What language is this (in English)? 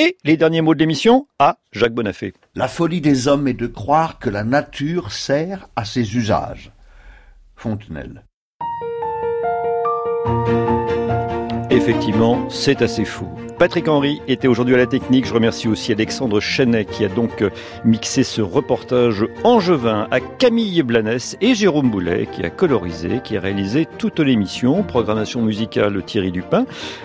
French